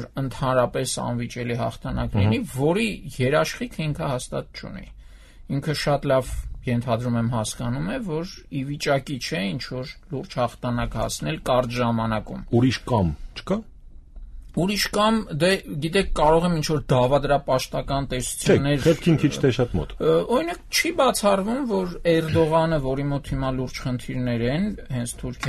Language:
Armenian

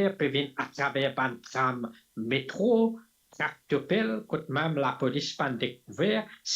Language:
Morisyen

